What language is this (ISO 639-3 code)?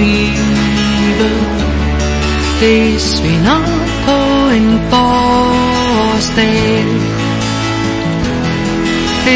dan